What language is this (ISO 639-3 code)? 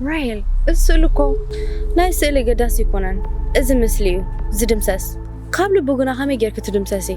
tir